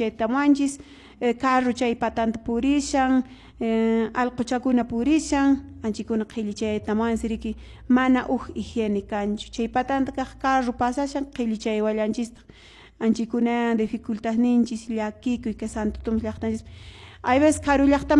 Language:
Quechua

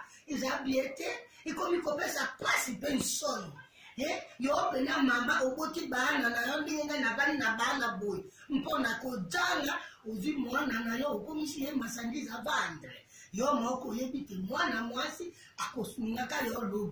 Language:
Lingala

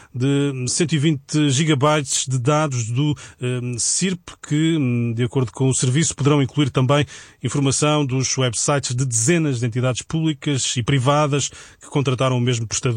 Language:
Portuguese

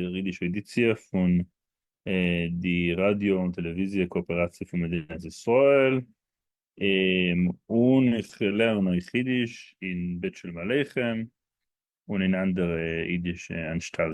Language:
Yiddish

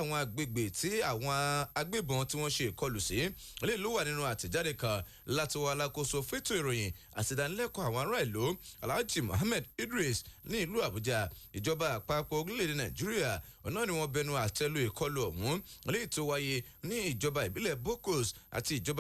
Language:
Yoruba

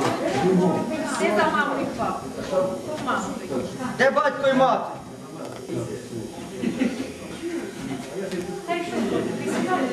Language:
Ukrainian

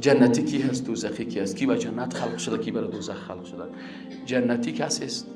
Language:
Persian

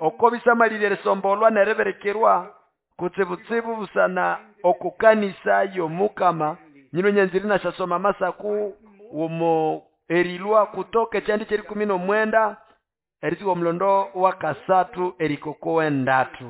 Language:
Nande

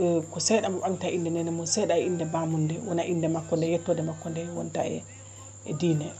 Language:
Fula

